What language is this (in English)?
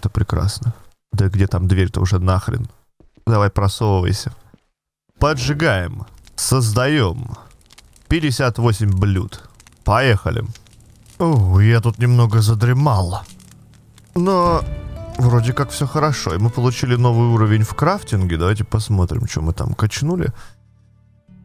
Russian